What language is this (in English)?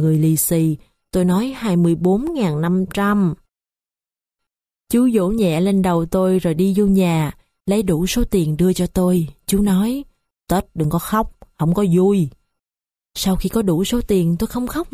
Vietnamese